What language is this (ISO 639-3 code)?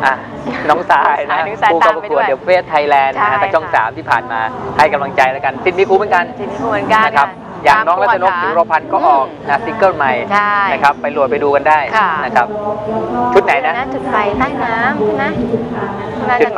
tha